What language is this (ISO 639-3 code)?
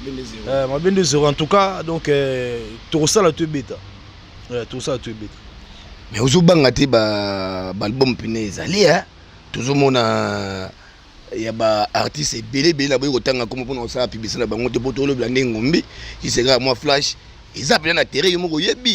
lin